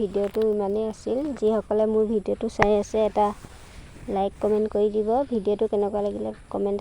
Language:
Assamese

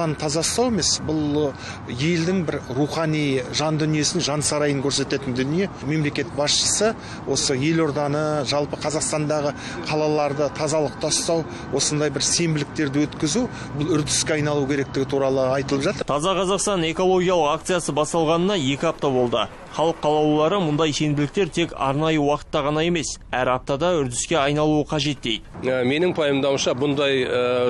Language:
Kazakh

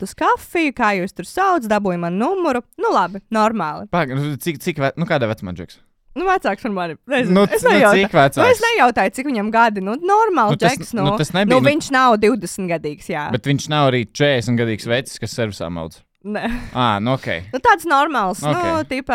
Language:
Latvian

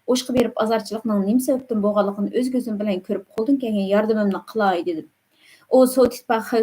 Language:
Uyghur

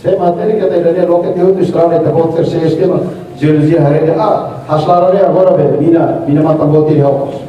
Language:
Tetum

